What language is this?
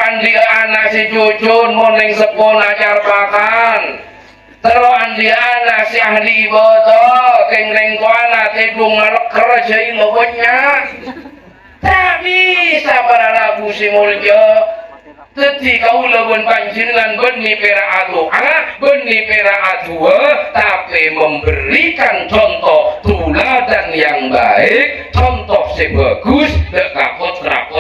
Madurese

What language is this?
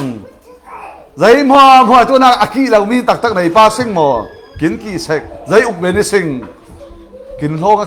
Falam Chin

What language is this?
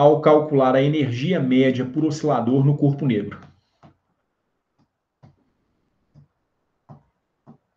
Portuguese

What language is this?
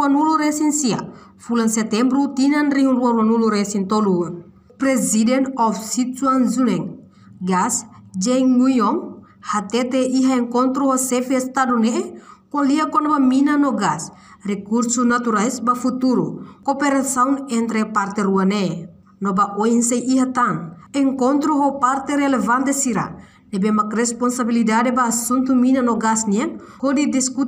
Tetum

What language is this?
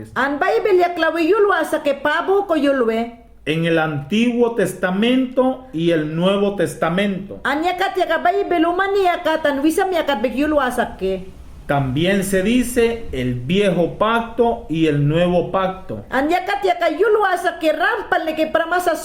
Mayangna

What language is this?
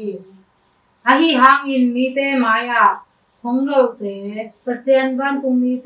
Tedim Chin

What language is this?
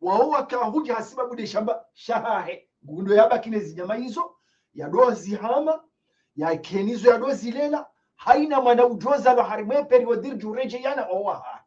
Ngazidja Comorian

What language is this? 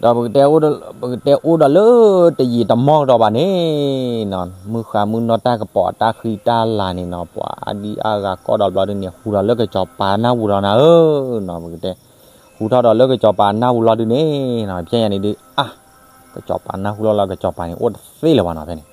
S'gaw Karen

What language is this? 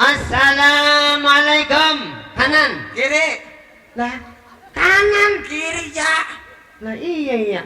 Betawi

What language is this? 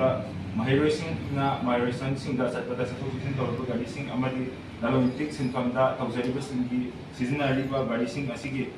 Manipuri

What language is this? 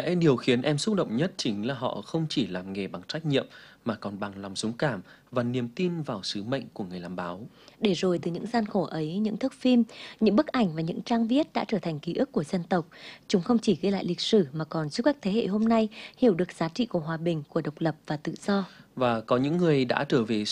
Vietnamese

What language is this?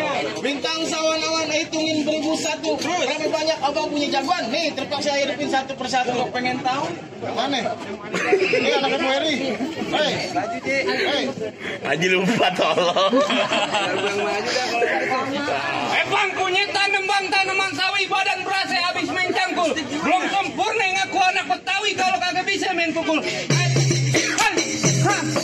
Betawi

